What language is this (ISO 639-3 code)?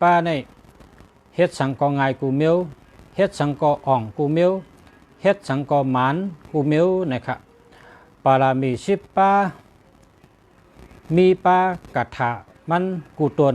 shn